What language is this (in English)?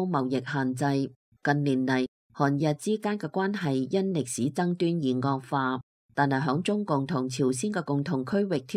Cantonese